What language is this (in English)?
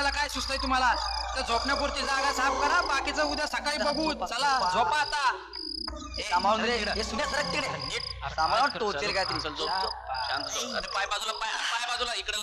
Marathi